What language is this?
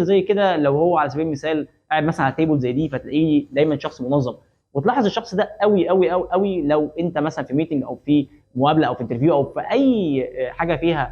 Egyptian Arabic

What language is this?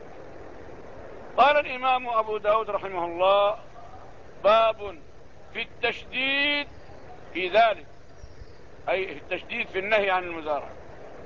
Arabic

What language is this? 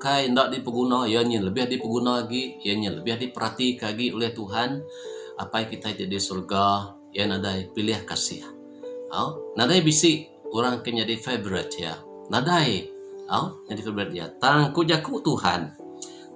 Iban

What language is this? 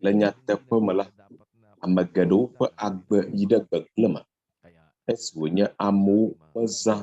Ewe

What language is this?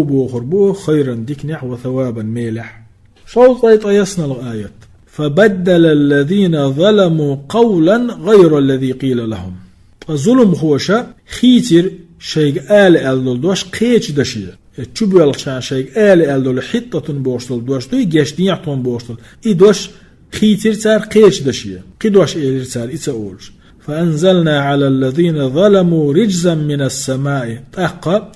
Chechen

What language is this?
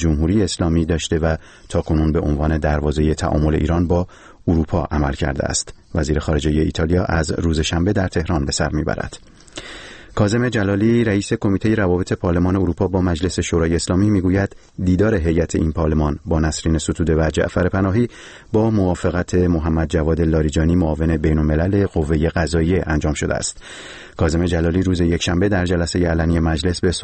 Persian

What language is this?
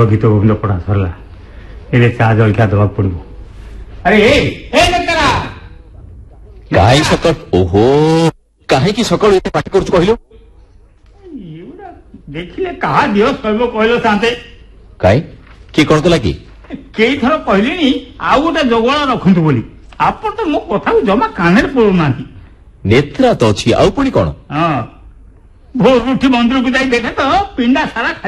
Odia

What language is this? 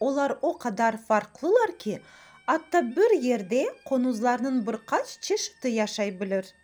Crimean Tatar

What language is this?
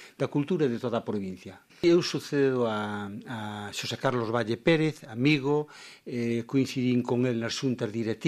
Galician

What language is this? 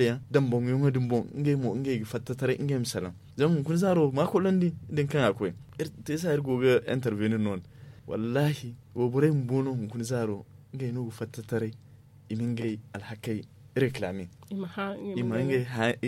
Zarma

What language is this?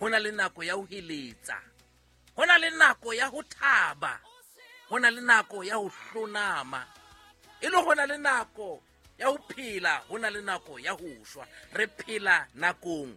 Southern Sotho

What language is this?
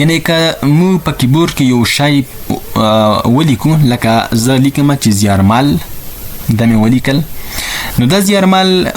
Pashto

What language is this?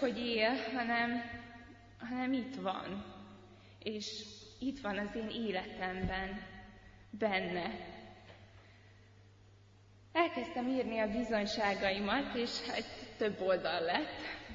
Hungarian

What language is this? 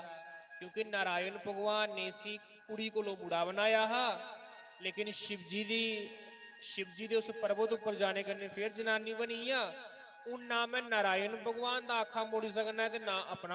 Dogri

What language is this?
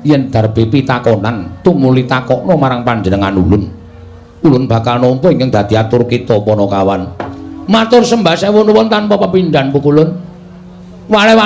Javanese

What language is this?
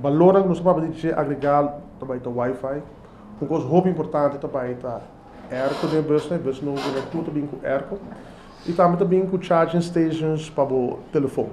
Papiamento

